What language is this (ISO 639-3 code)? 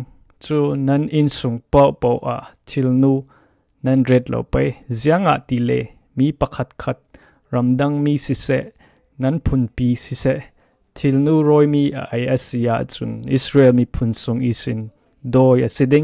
cfm